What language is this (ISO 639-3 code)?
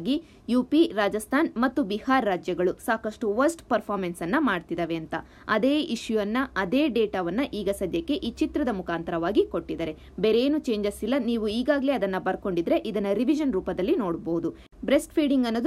kan